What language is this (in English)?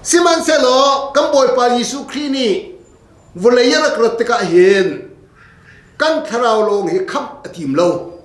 Hakha Chin